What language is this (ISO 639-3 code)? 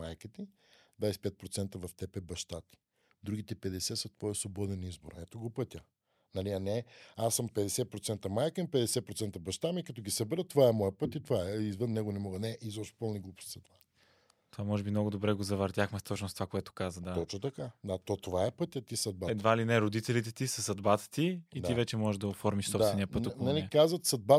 bul